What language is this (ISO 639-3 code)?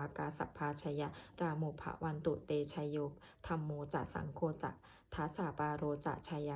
pli